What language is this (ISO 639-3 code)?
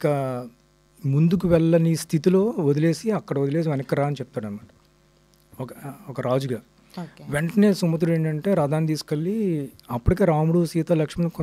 tel